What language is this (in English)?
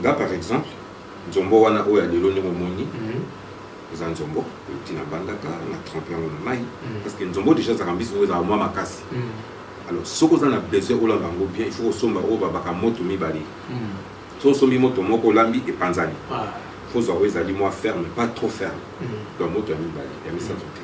Lingala